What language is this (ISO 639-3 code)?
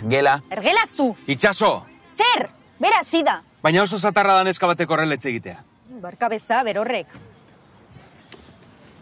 eus